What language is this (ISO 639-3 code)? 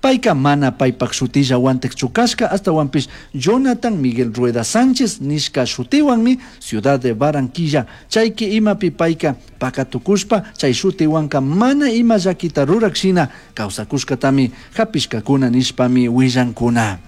qug